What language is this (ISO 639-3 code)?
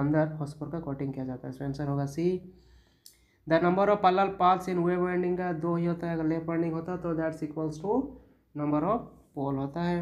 hin